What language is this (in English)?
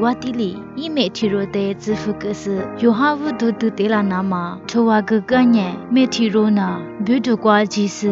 Lisu